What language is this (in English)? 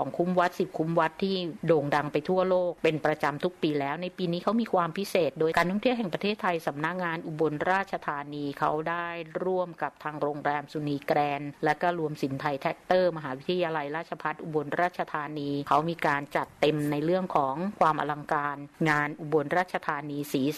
Thai